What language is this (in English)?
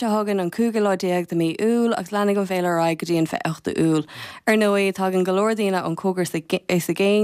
Irish